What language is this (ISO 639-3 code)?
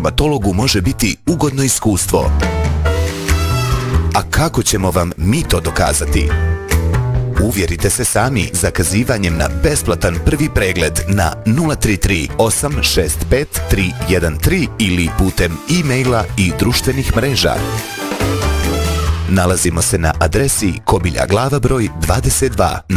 bos